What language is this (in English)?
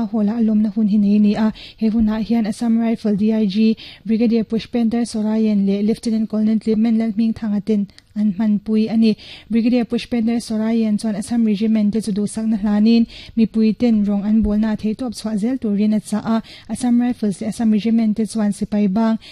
Mizo